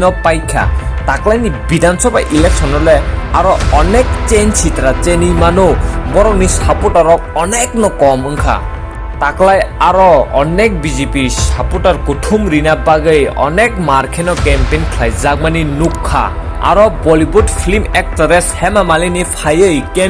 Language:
Kok Borok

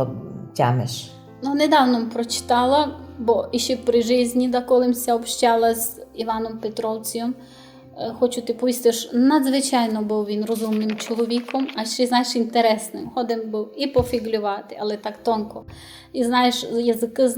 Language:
Rusyn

